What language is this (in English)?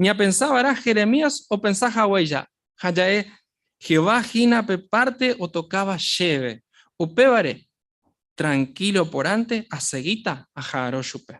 Guarani